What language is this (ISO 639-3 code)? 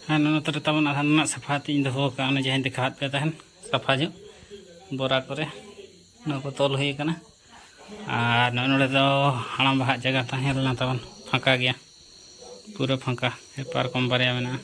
sat